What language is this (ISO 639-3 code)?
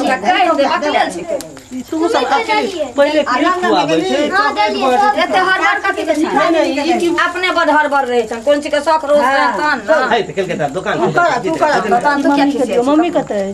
mai